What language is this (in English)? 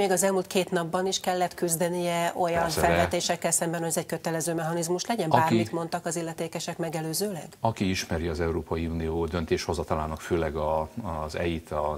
Hungarian